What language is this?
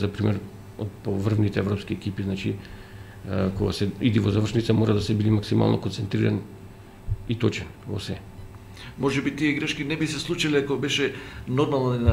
Macedonian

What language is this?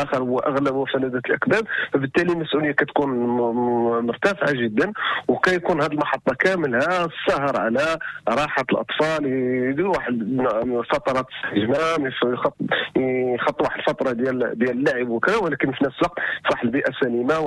Moroccan Arabic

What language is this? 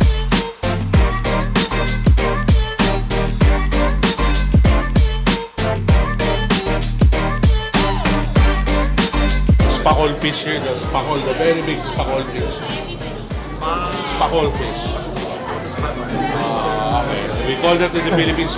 Filipino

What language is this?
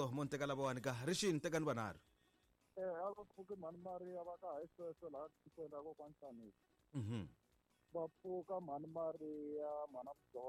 Tsonga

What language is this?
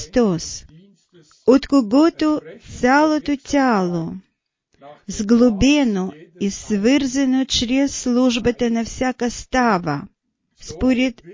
Bulgarian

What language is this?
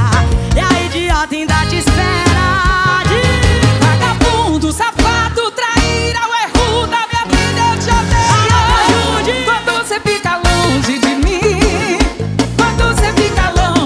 Portuguese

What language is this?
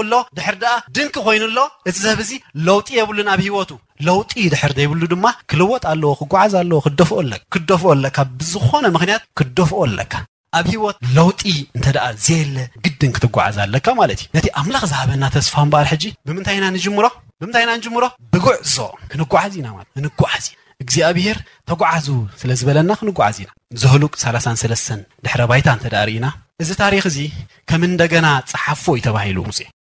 Tigrinya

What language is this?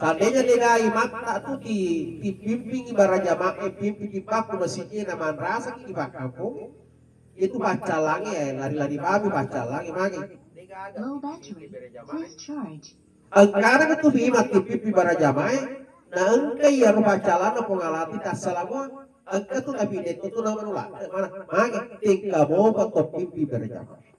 Buginese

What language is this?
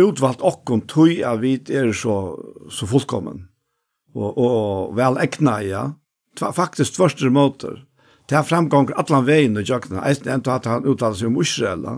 Faroese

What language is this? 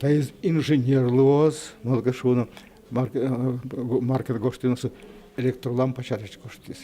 Udmurt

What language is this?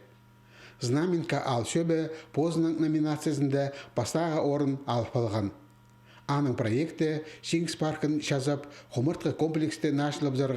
Khakas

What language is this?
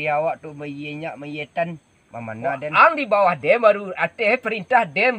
Minangkabau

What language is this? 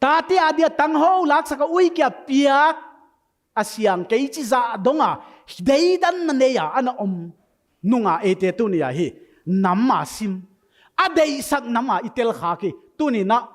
Paite Chin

